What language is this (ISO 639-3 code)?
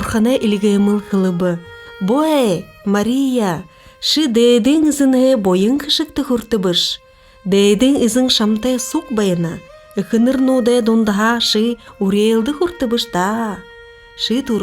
bua